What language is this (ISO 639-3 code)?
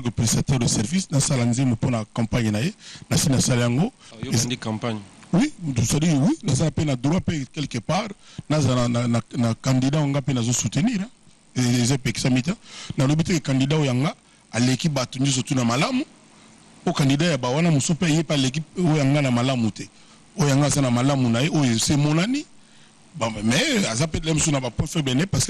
lin